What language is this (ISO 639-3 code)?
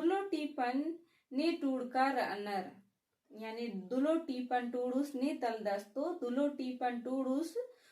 kru